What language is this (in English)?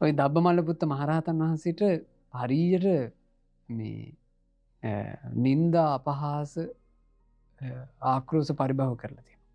Sinhala